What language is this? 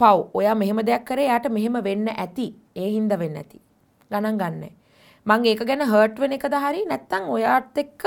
Sinhala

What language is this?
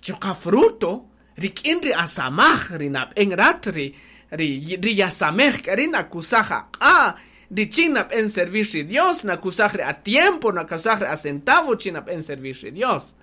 Kaqchikel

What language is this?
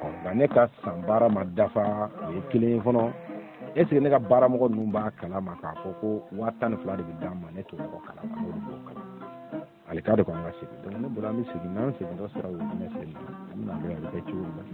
Bambara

